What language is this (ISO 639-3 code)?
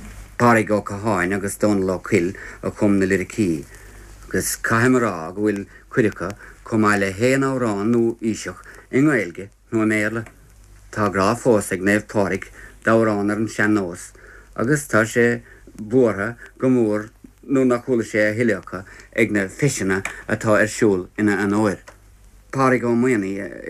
gle